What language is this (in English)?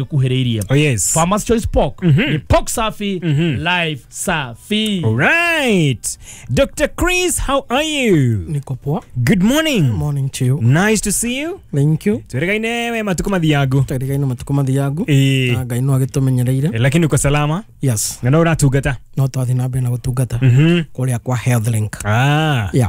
Kikuyu